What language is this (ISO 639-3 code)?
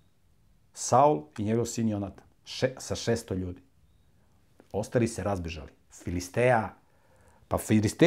srp